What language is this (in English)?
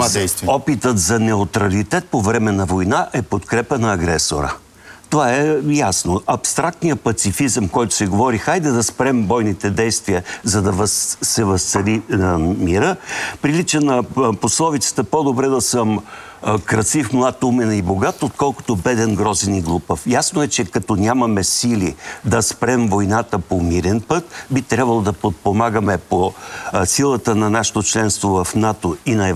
Bulgarian